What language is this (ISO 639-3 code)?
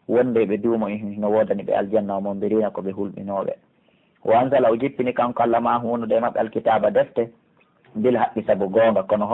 fuf